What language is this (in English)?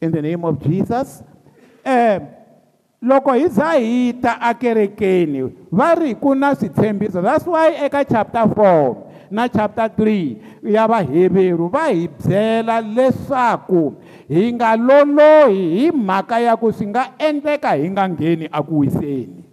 Tsonga